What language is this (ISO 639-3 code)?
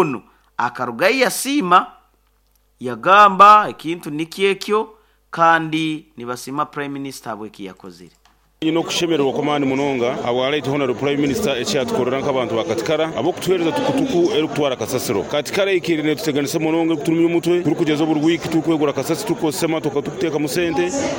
nyo